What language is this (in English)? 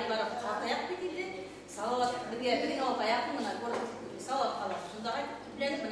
Bashkir